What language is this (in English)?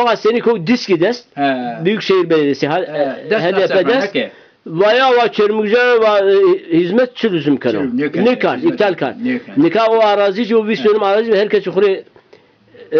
Zaza